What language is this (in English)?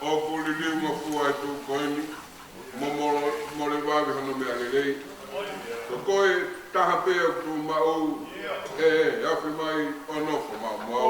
Tongan